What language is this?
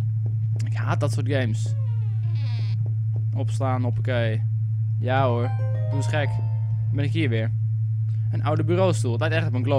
Dutch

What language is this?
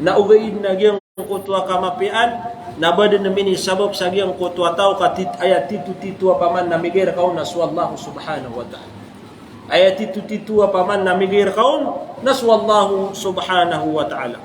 Maranao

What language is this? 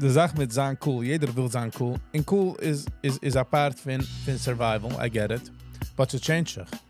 Yiddish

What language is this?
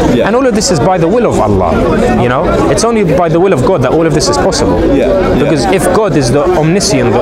English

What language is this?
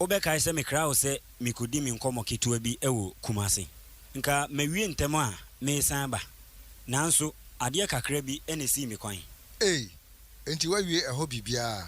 Akan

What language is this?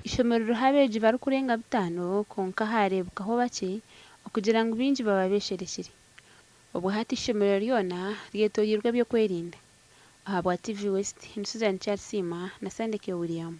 Nyankole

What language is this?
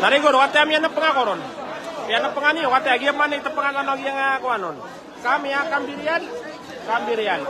Maranao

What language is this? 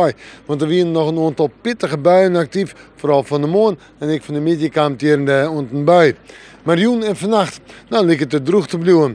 Western Frisian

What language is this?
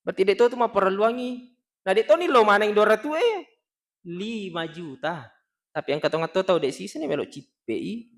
Buginese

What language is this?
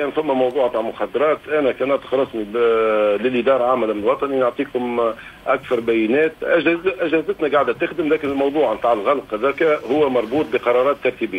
Tunisian Arabic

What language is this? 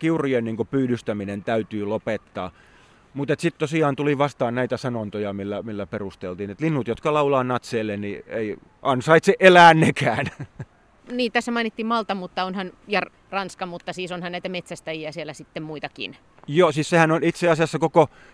Finnish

